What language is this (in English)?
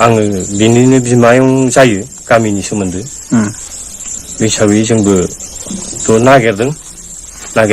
Bodo